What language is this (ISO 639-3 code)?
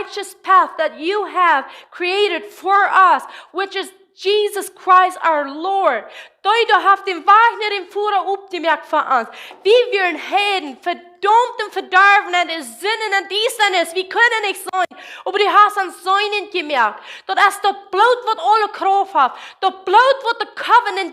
pdt